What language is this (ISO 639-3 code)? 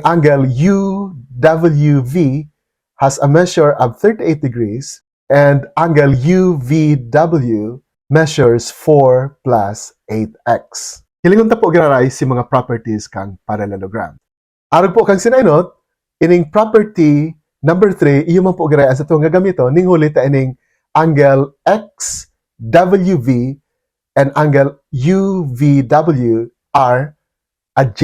bik